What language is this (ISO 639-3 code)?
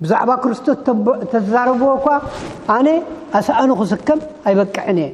tir